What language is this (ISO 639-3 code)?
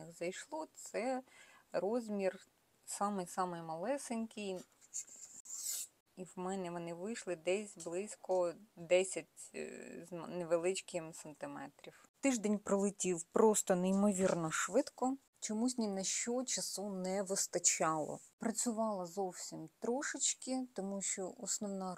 ukr